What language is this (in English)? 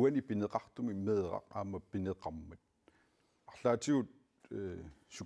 Kalaallisut